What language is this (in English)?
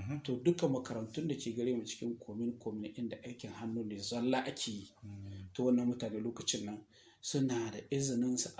Hausa